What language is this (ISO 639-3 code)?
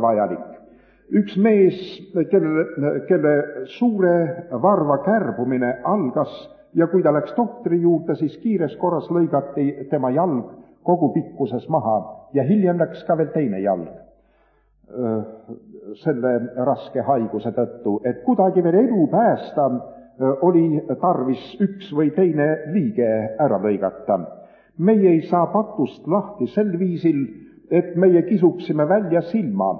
est